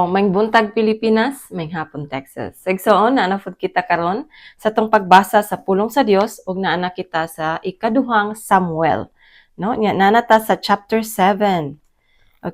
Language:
Cebuano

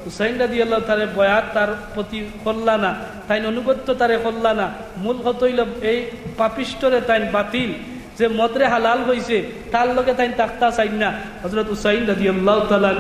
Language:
Sylheti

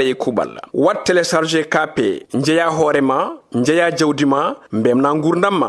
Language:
Fula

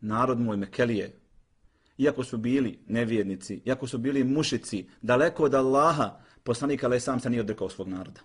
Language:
Bosnian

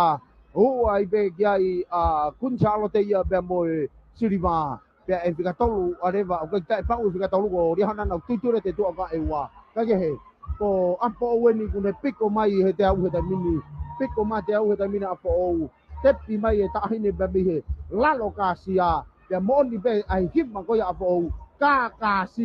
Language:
Tongan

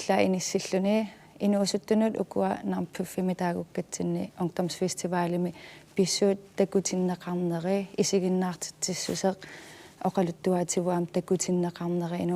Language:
Kalaallisut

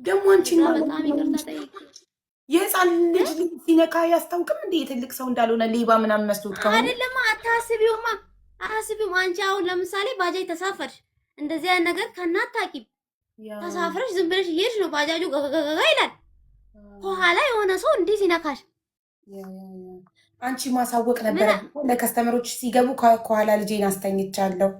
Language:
Amharic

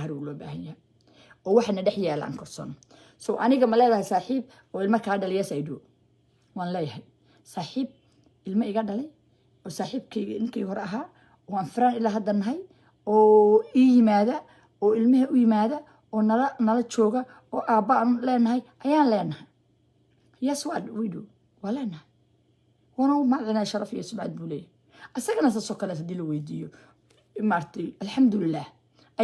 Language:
Somali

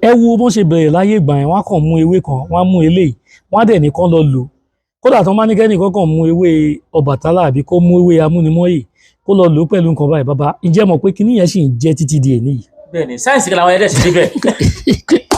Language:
Yoruba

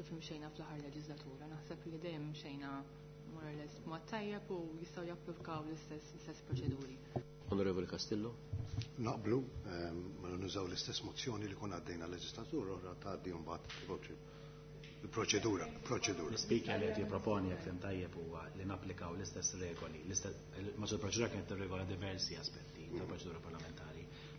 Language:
Maltese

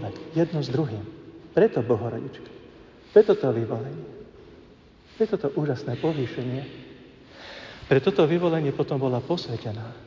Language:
Slovak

